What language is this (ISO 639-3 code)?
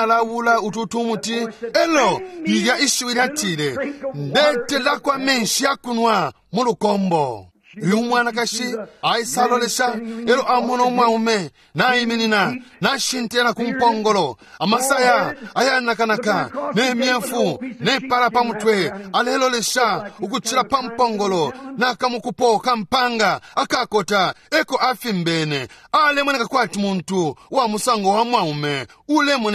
bem